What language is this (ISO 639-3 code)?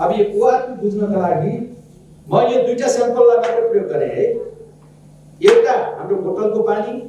nep